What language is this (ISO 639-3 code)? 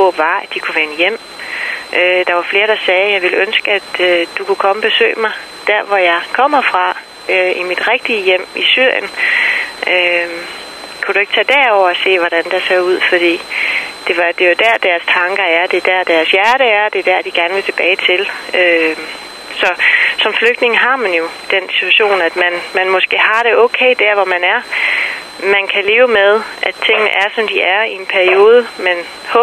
dan